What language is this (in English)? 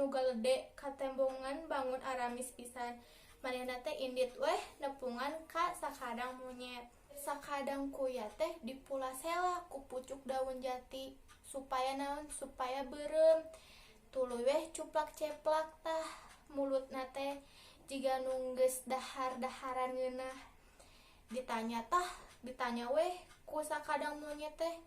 Sundanese